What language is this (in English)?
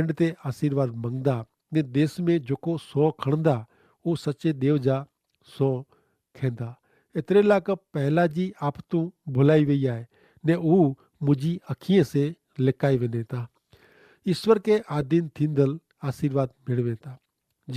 Kachhi